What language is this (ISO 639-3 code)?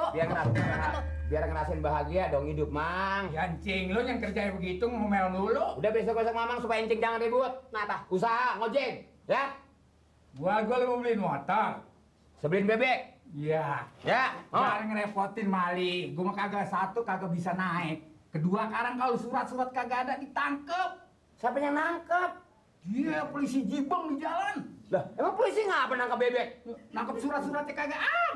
bew